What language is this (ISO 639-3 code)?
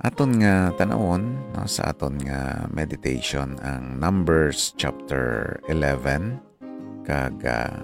hil